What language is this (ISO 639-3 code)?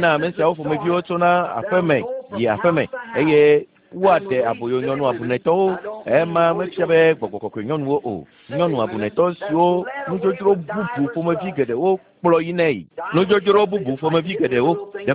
ewe